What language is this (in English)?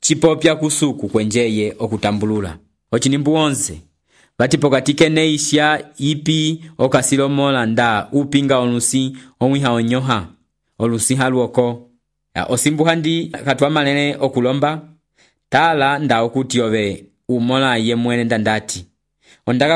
Umbundu